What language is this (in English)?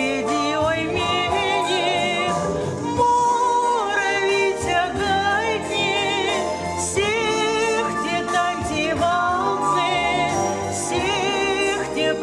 Erzya